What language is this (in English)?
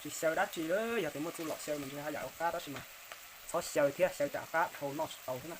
Hmong